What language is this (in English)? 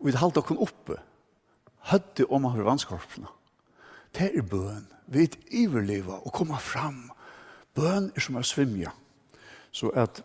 Faroese